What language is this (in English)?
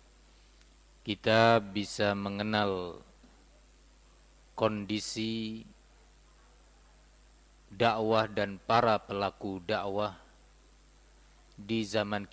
Indonesian